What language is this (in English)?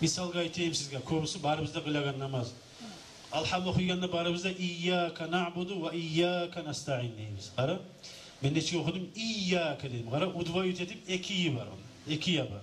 Kumyk